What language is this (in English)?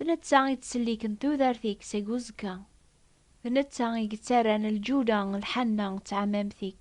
Kabyle